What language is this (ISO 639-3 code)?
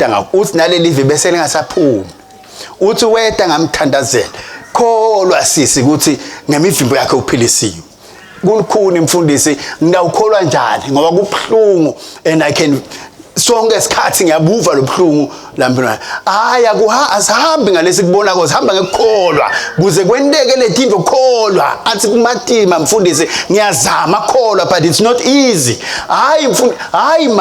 ssw